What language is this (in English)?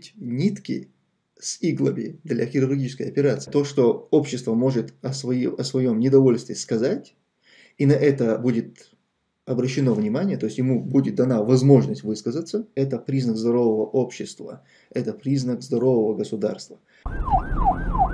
Russian